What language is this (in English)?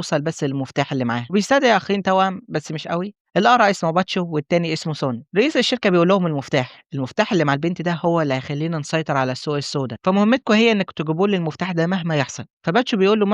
Egyptian Arabic